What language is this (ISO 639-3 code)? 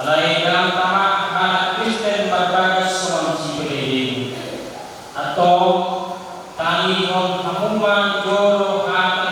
bbc